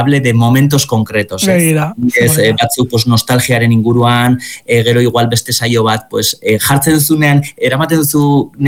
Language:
Basque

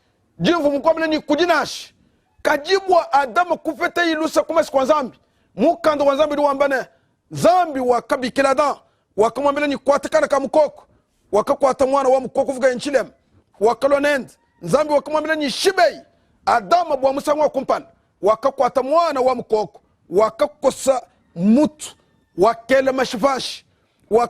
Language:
Luba-Lulua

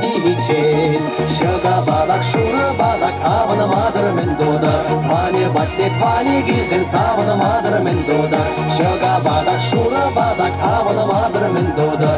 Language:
Chuvash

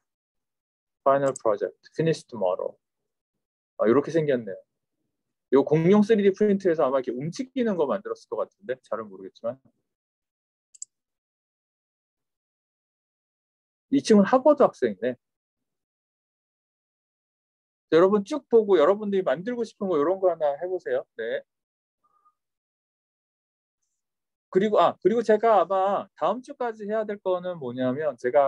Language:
Korean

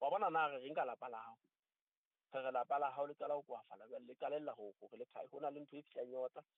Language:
Southern Sotho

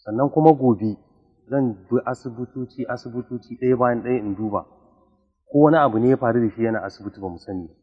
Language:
Hausa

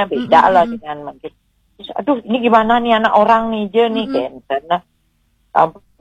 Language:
Balinese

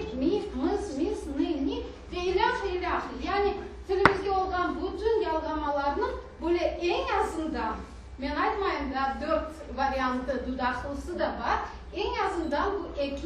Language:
Crimean Tatar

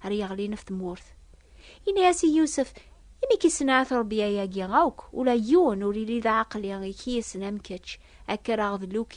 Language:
Kabyle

